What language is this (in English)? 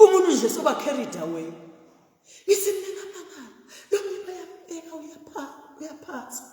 Zulu